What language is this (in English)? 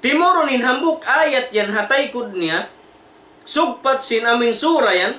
Tausug